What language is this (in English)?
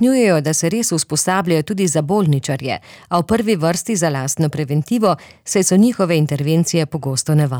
Slovenian